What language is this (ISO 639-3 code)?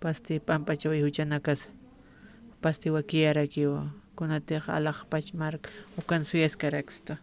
aym